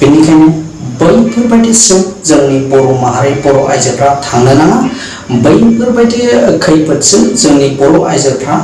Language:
Bodo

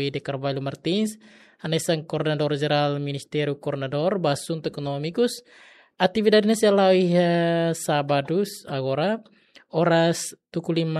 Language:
Tetum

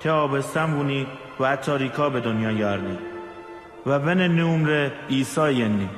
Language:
Mazanderani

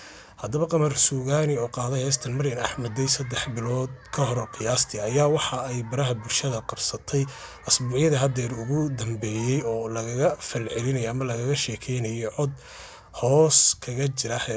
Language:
Somali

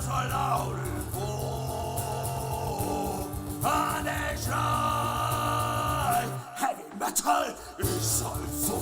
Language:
Main-Franconian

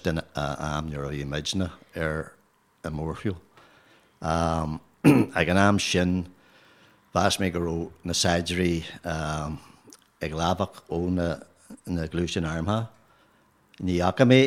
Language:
Irish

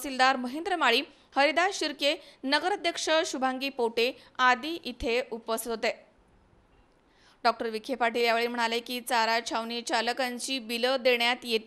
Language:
Marathi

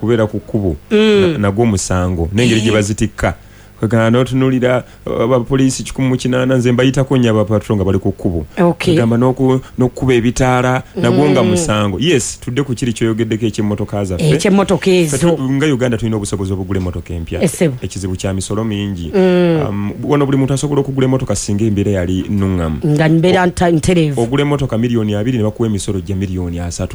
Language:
Ganda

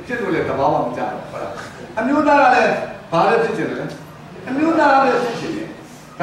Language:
Burmese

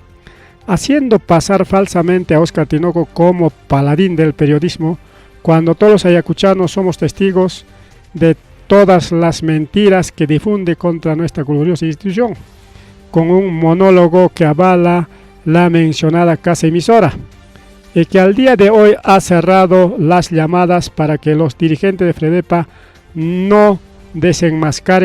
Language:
Ayacucho Quechua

